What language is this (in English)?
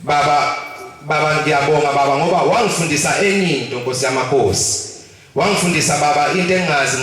Zulu